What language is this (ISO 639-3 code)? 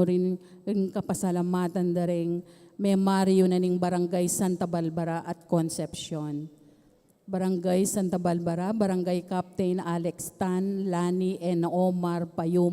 pam